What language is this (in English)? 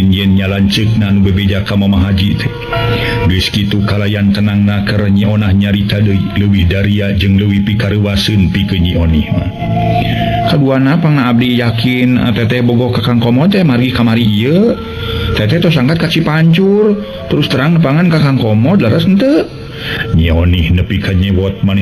Sundanese